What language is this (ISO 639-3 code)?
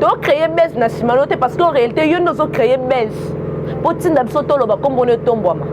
lin